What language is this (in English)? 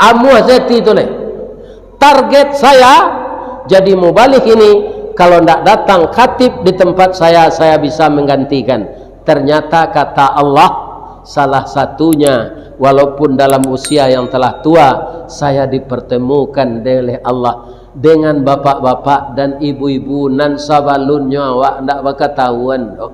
Minangkabau